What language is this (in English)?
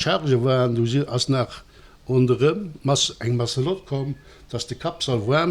Luxembourgish